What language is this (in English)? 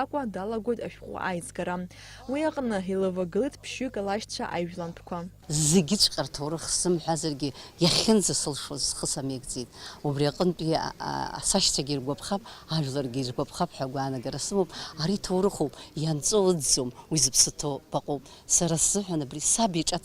Abkhazian